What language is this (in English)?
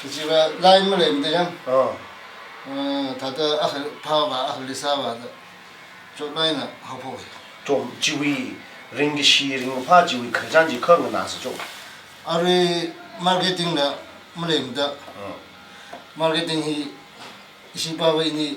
Tangkhul Naga (India)